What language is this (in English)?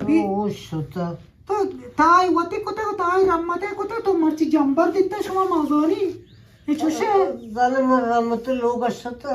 Eastern Balochi